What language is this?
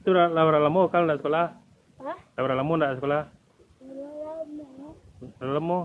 Minangkabau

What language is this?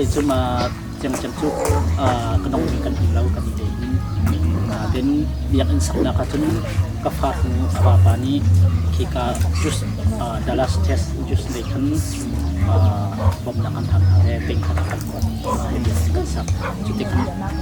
Hakha Chin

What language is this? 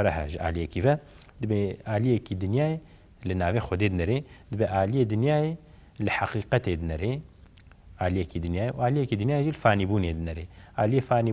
Kurdish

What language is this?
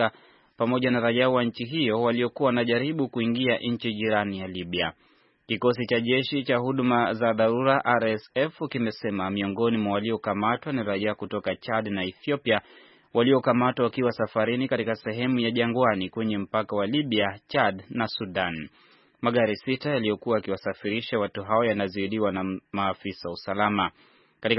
Swahili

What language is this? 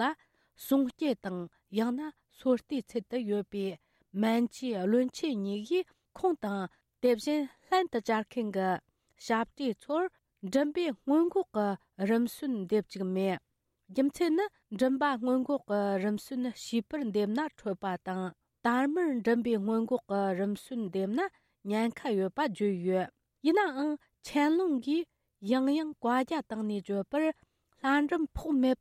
Tibetan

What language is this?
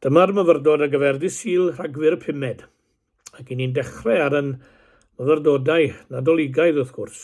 Welsh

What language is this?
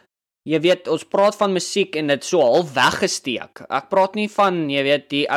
Afrikaans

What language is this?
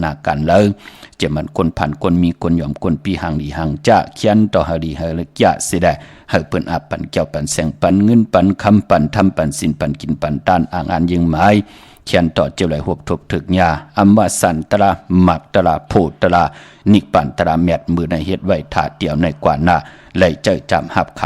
Shan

